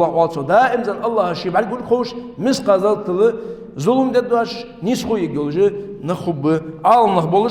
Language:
Ingush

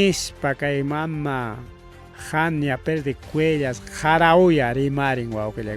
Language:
Ayacucho Quechua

